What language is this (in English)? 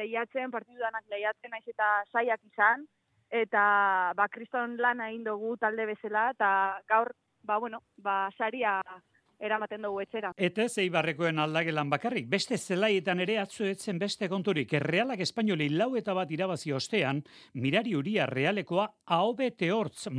Basque